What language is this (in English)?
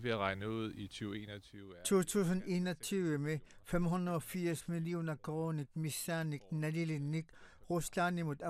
Kalaallisut